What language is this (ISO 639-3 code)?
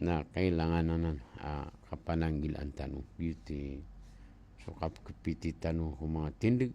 mrw